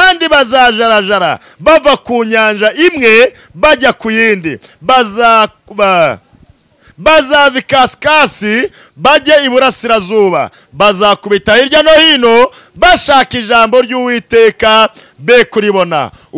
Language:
Kinyarwanda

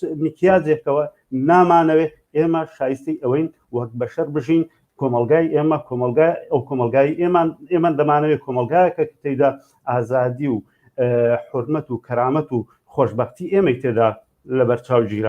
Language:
Central Kurdish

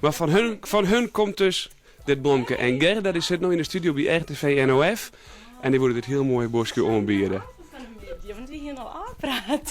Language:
Western Frisian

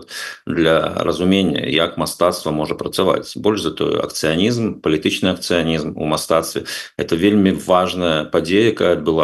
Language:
Belarusian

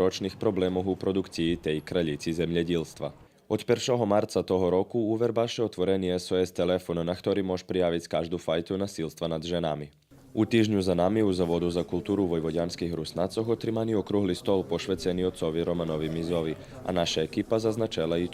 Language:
Rusyn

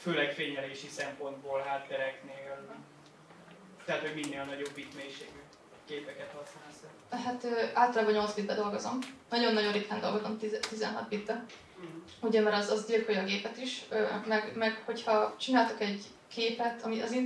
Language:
Hungarian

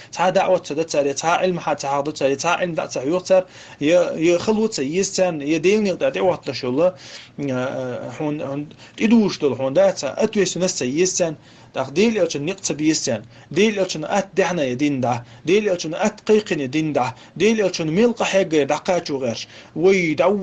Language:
Chechen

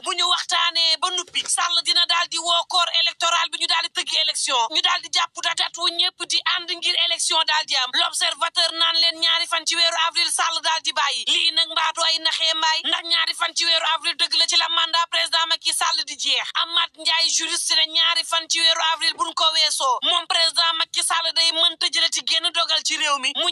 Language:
Wolof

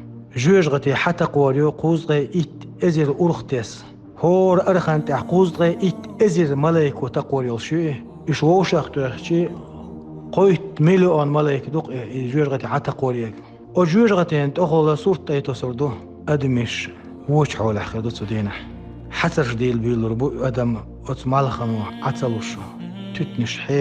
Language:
Chechen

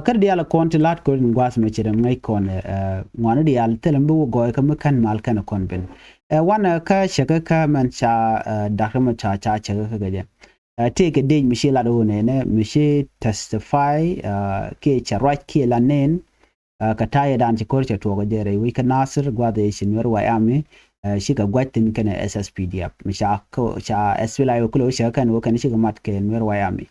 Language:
Nuer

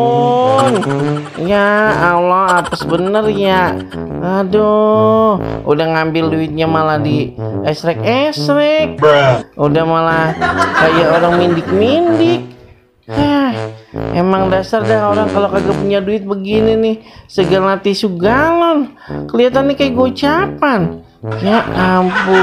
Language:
Betawi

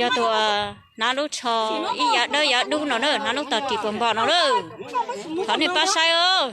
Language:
Hmong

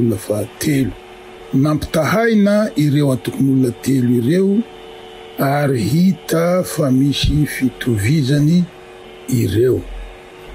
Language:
Malagasy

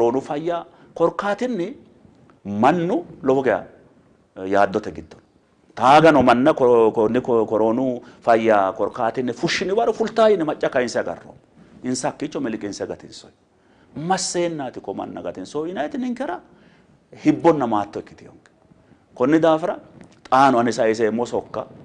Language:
Sidamo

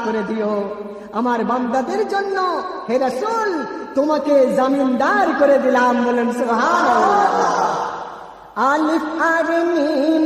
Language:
Bangla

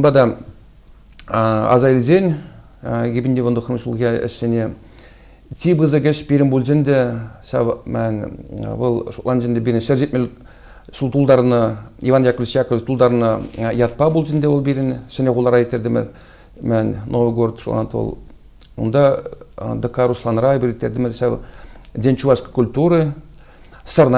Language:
Chuvash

